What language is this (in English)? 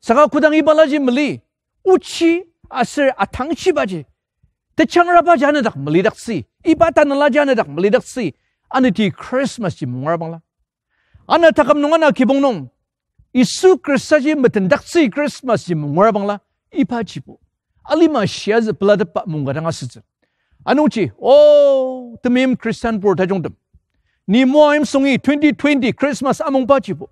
Ao Naga